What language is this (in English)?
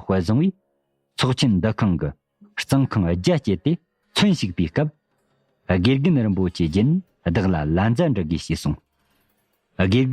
Tibetan